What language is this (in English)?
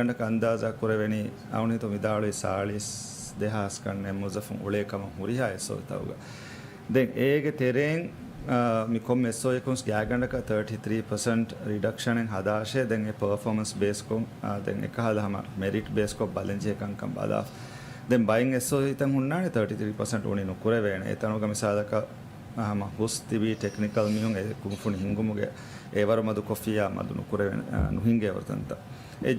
Divehi